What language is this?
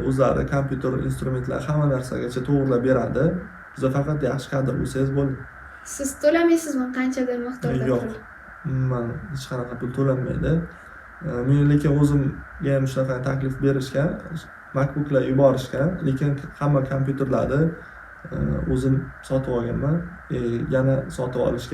Uzbek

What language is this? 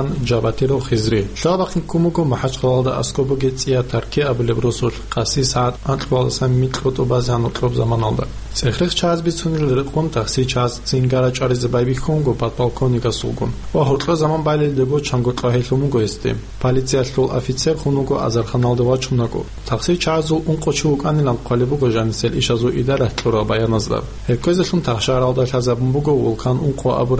Avaric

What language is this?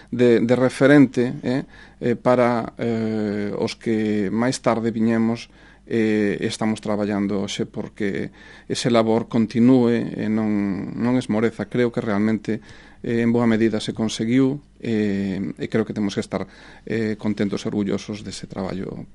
Galician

